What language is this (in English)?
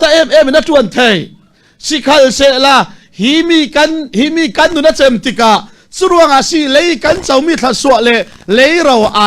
Falam Chin